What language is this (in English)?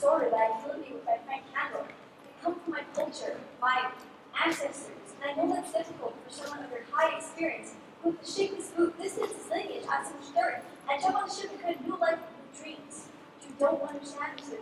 Hawaiian